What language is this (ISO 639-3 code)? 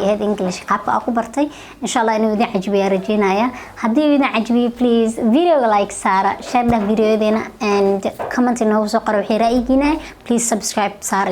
som